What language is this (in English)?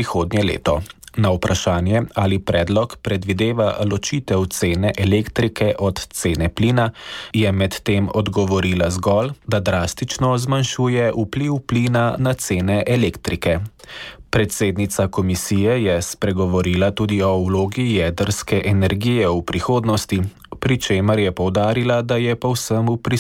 Slovenian